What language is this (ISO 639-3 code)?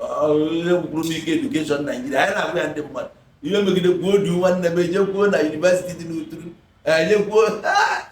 ibo